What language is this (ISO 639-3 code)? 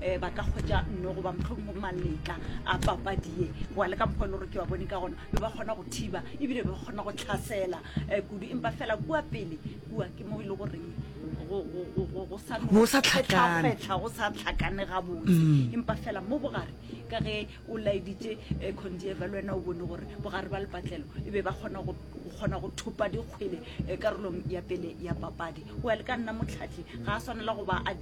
nso